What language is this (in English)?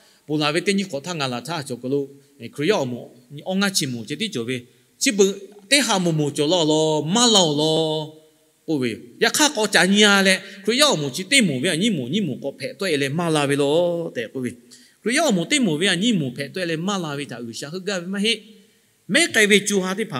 Lahu